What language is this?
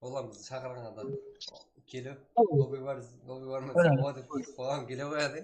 Kara-Kalpak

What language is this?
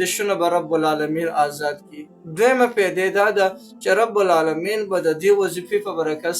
Pashto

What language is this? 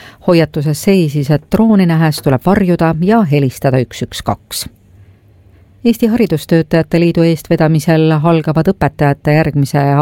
Estonian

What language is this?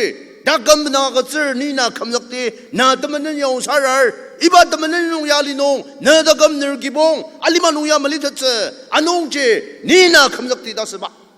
Ao Naga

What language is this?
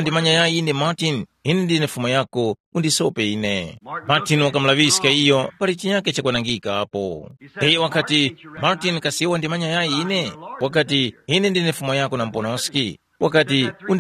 Tumbuka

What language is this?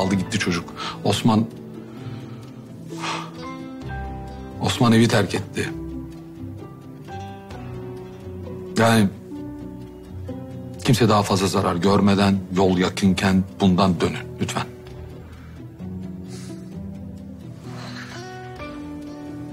Turkish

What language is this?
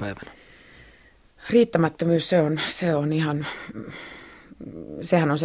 Finnish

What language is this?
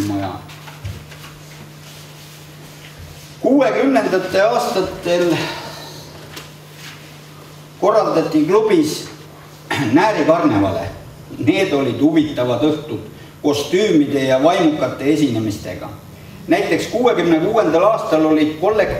Estonian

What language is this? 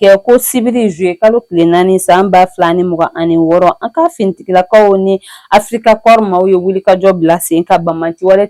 Bambara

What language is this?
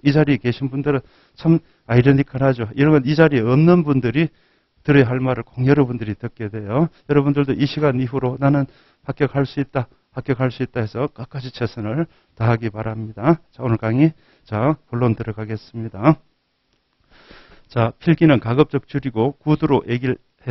Korean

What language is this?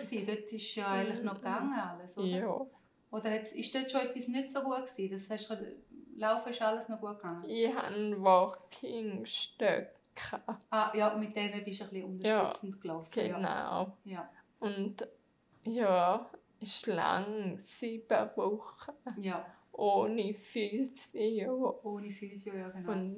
Swiss German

